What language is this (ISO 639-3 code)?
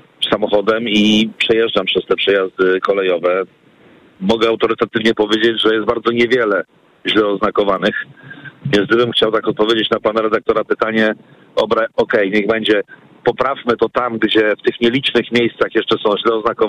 pol